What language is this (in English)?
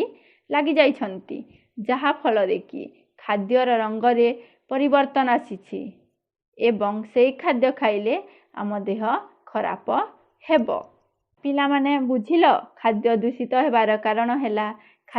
Odia